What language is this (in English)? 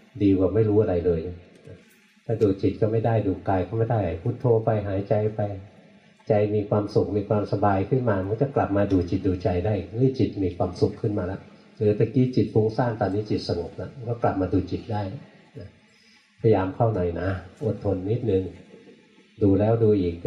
Thai